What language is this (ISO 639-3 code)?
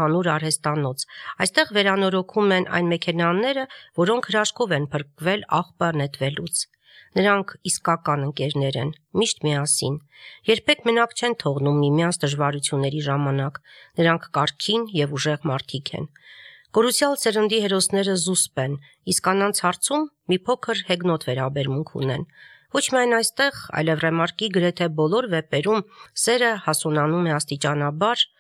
hye